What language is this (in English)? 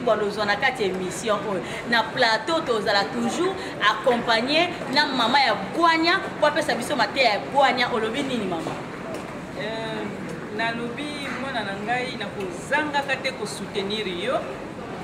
Lingala